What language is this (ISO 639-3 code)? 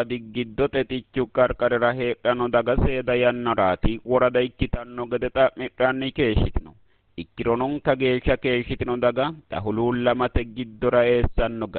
sid